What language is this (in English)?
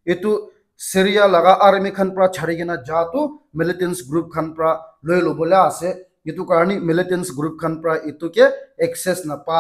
Naga Pidgin